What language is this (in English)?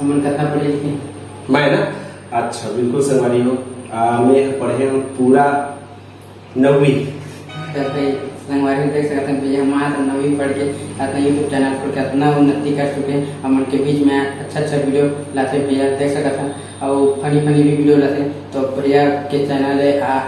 Chhattisgarhi